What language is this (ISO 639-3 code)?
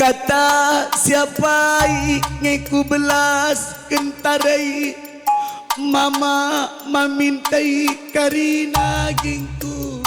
btx